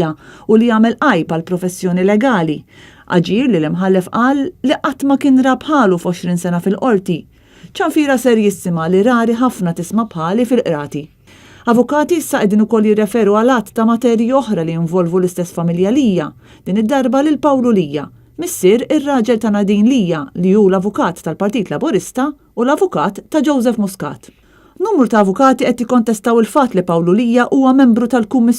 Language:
Maltese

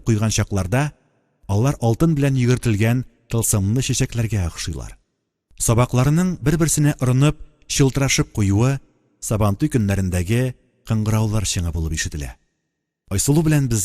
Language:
Tatar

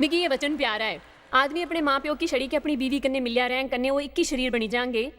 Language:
Dogri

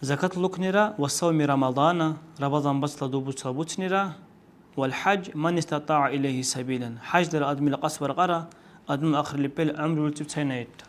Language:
Dargwa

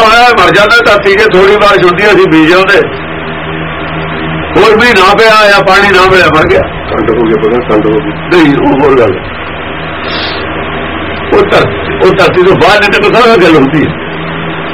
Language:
Punjabi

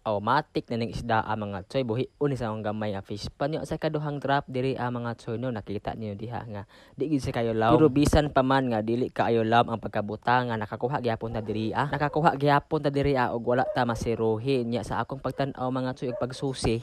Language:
Cebuano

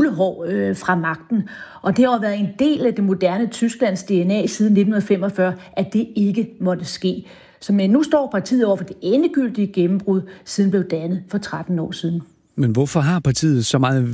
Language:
Danish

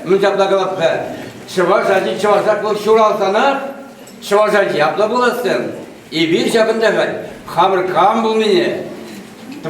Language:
Chuvash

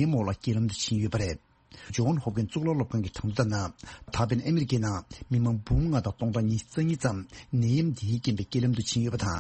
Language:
Tibetan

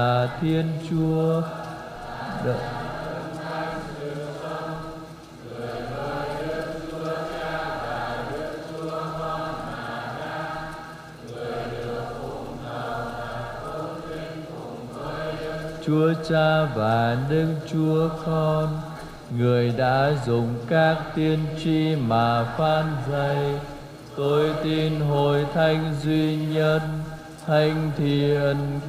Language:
Vietnamese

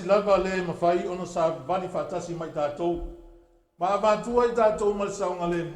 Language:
Samoan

